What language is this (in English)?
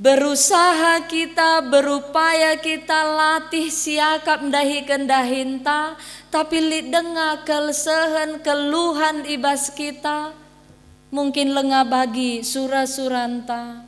Batak Karo